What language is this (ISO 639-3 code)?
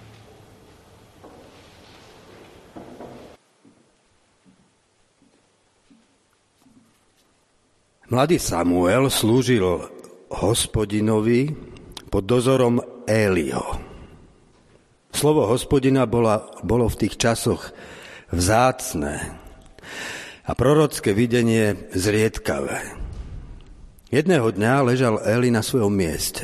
slk